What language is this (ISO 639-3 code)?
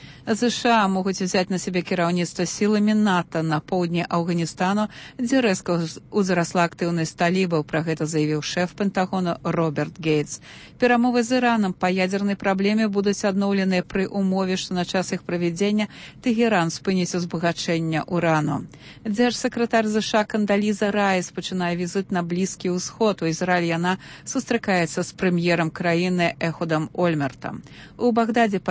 bel